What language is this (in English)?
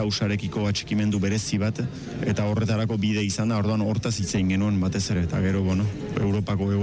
Basque